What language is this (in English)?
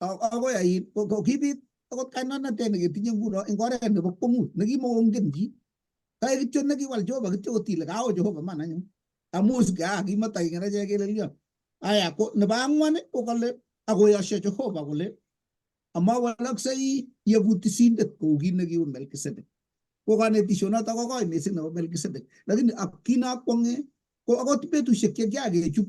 Kalenjin